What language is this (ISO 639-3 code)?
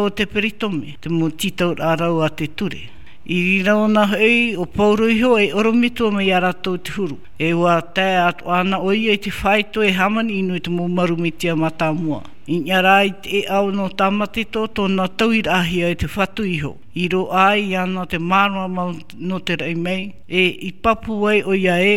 tah